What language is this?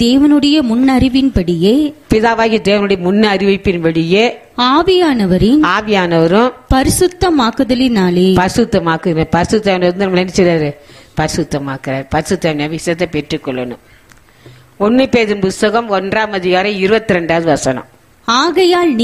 Tamil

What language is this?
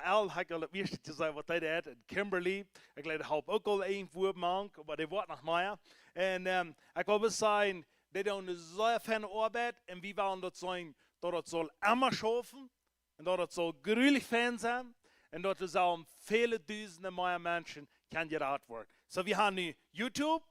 Plautdietsch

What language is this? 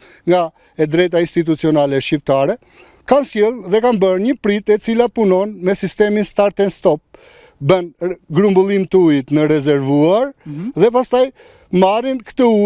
Albanian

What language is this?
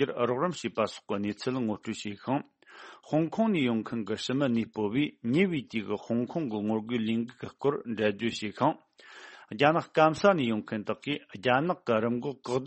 Tibetan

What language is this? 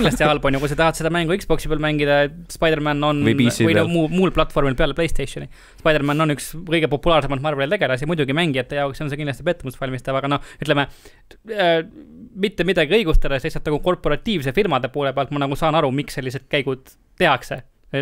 Estonian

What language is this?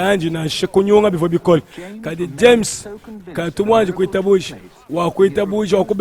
Luba-Lulua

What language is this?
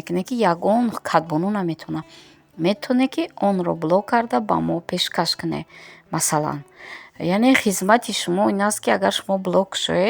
Tajik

